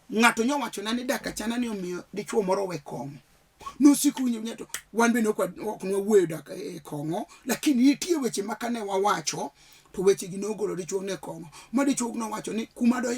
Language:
Luo (Kenya and Tanzania)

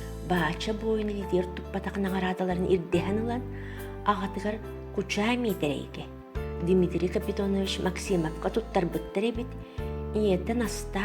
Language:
Yakut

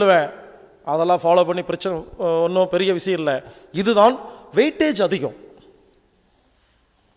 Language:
Tamil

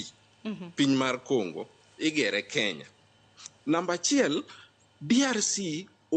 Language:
Luo (Kenya and Tanzania)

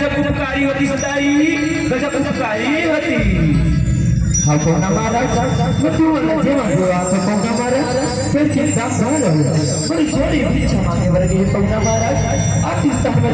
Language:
Chhattisgarhi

